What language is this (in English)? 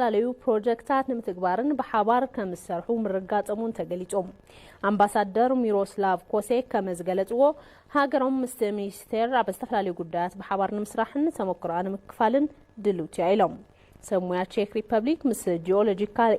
Tigrinya